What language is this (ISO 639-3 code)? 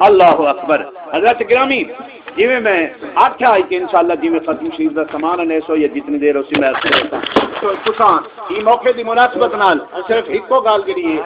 skr